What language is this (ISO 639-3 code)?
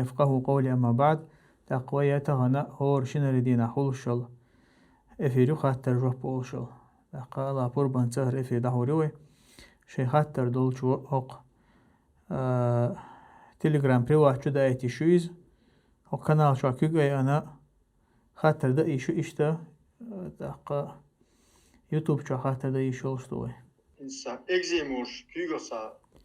che